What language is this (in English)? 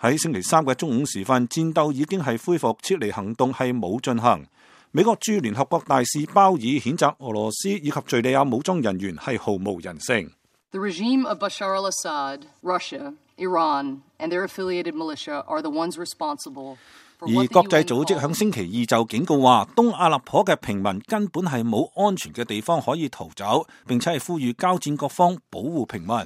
Cantonese